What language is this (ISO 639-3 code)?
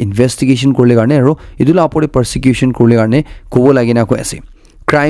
nag